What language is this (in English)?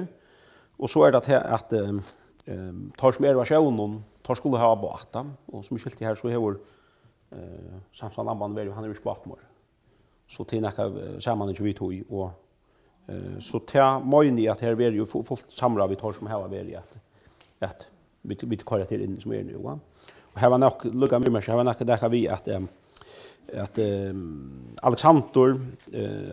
Faroese